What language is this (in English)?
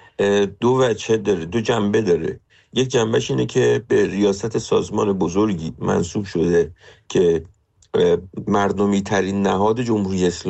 Persian